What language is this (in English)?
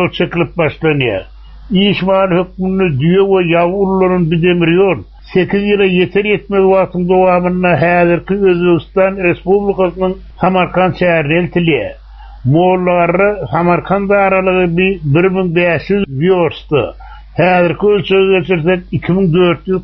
Turkmen